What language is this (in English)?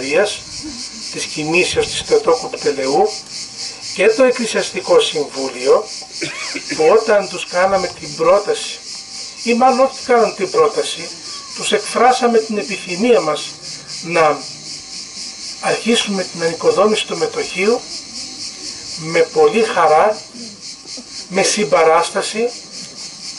Greek